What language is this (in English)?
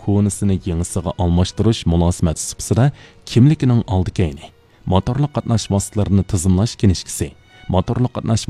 Uyghur